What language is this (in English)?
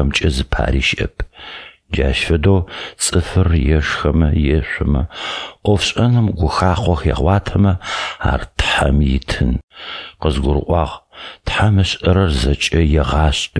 Adyghe